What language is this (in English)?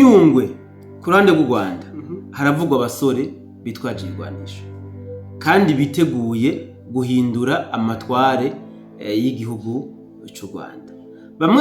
Rundi